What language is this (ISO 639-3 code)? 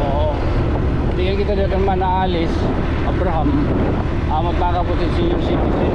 war